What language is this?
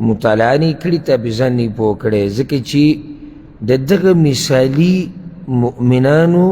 Pashto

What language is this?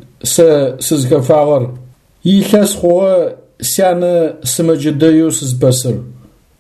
Adyghe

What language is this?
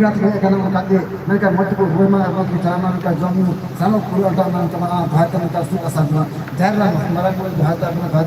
Santali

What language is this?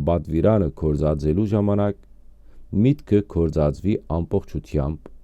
Western Armenian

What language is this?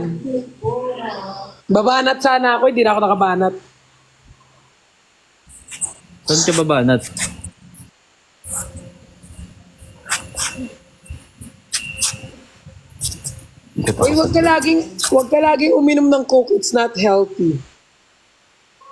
Filipino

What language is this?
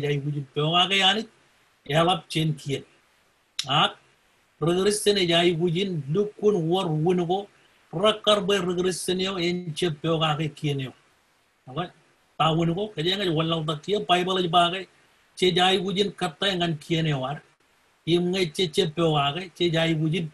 Marshallese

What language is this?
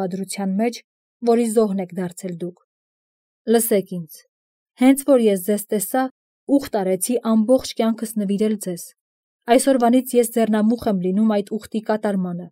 Armenian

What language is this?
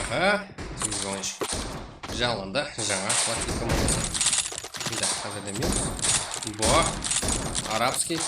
Kara-Kalpak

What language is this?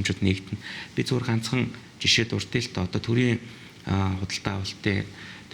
Mongolian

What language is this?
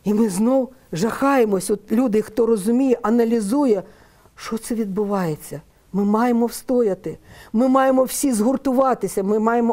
Ukrainian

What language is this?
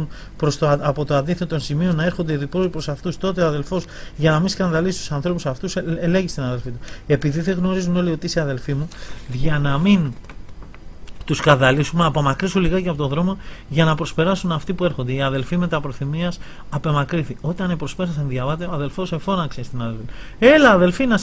Greek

